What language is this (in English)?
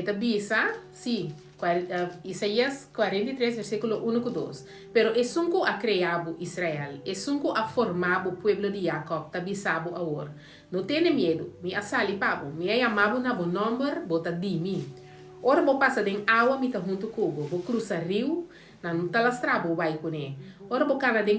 Papiamento